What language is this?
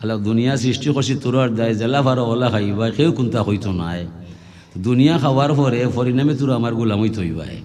Sylheti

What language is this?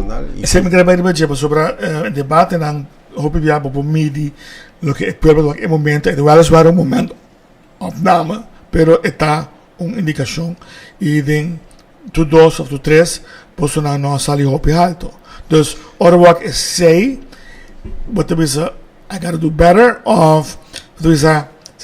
Papiamento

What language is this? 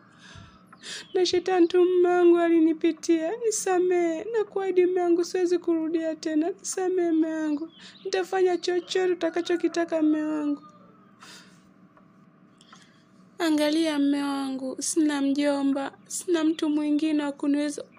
Swahili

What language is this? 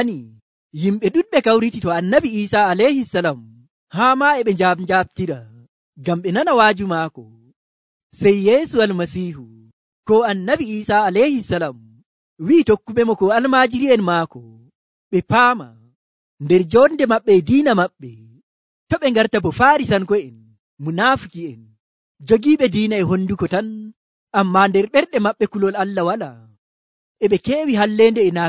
Nigerian Fulfulde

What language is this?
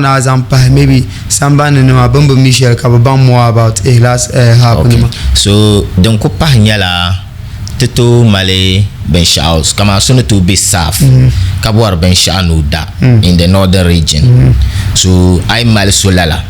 Dagbani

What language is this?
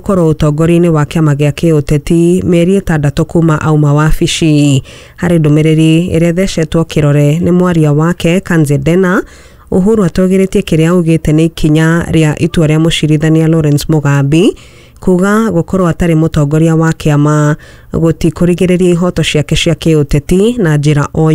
Kikuyu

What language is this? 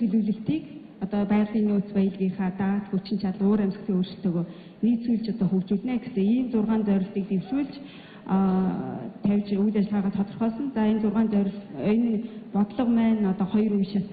Mongolian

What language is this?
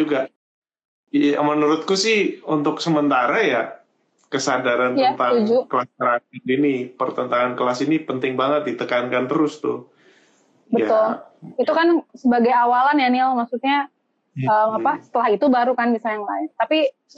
Indonesian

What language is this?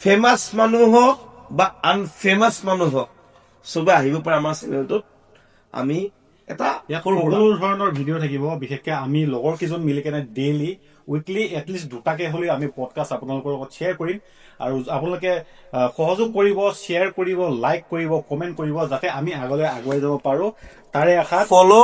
Assamese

